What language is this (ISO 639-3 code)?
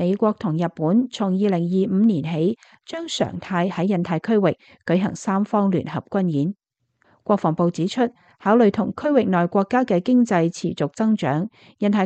yue